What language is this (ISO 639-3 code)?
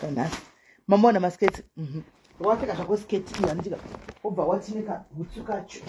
sna